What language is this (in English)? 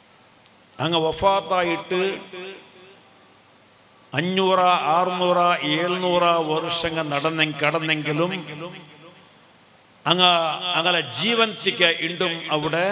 Malayalam